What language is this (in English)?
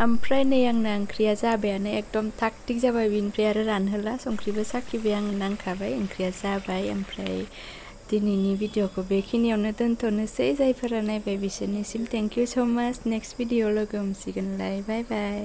Bodo